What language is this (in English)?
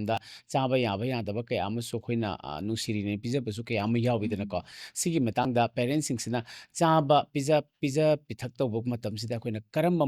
Manipuri